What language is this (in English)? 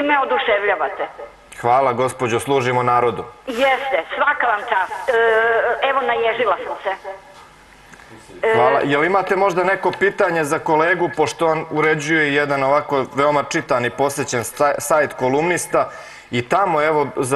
Serbian